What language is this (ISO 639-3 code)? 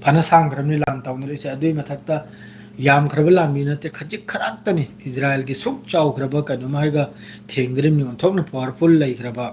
mni